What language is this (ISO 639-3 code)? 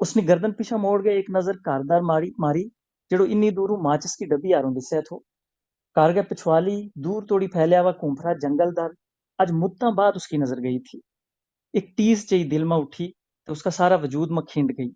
gju